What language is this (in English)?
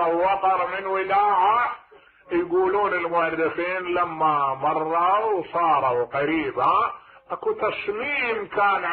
Mesopotamian Arabic